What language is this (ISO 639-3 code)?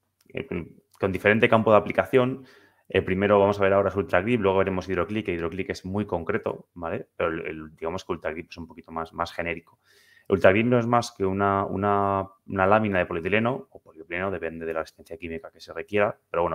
spa